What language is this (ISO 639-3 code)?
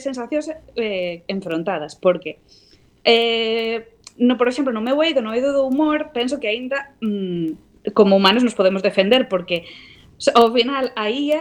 glg